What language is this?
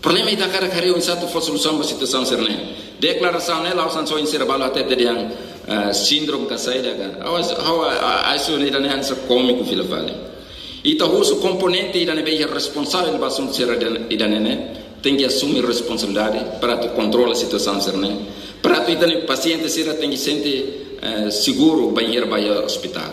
Tetum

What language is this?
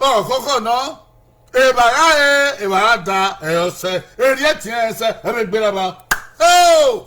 Bini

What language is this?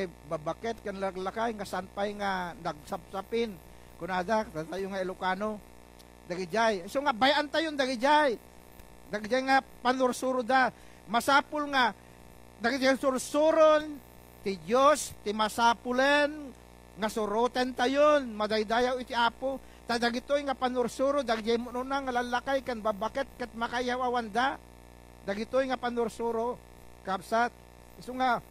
Iloko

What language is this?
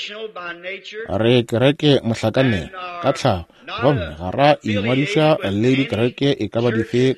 Northern Sotho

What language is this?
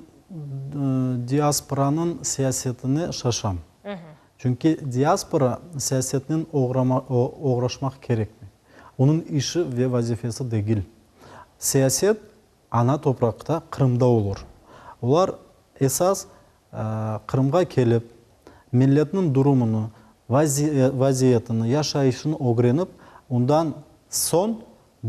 Crimean Tatar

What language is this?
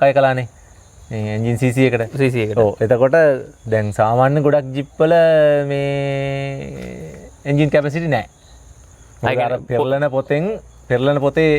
Sinhala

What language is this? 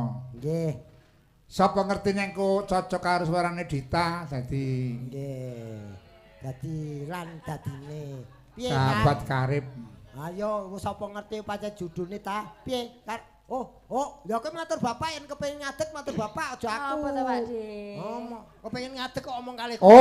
Javanese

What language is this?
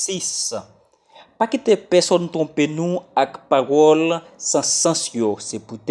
Haitian Creole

